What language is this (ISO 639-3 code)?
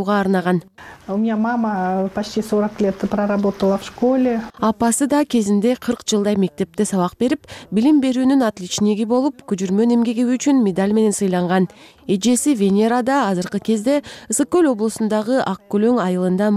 kir